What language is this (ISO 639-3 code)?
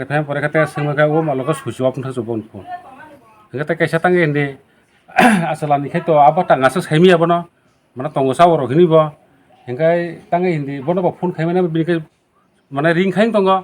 trp